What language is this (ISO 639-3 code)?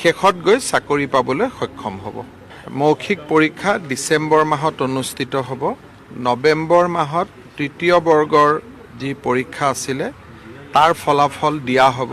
asm